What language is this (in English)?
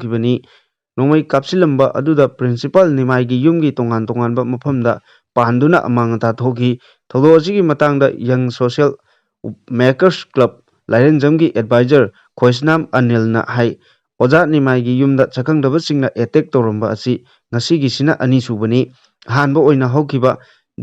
Manipuri